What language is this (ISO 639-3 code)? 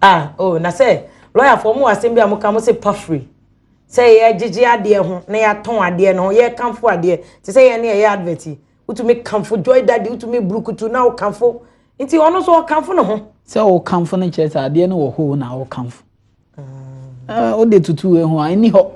aka